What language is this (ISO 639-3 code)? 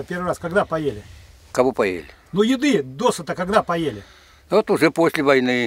rus